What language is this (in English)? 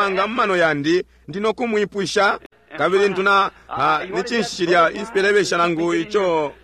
Bemba